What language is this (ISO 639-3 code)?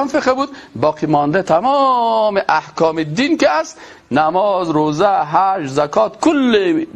fas